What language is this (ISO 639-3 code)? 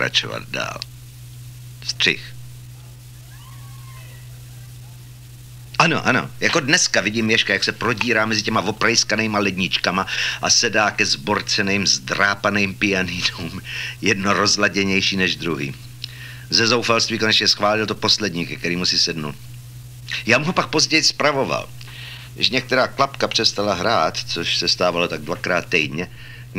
ces